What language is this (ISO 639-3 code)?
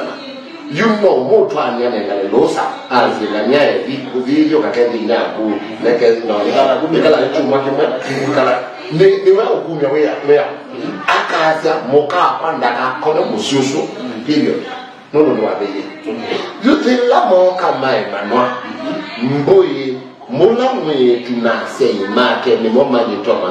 kam